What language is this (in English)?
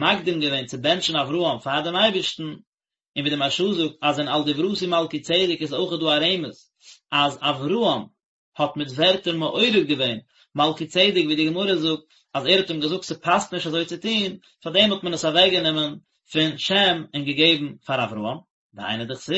Yiddish